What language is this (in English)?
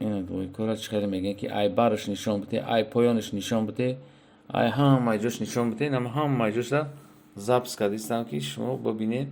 Tajik